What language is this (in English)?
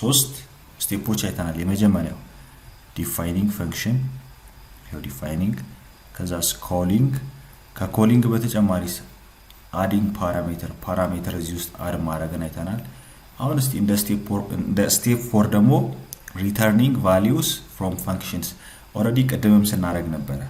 Amharic